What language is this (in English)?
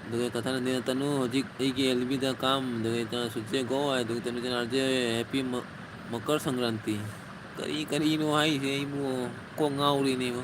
Manipuri